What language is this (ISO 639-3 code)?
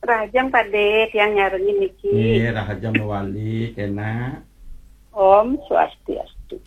ban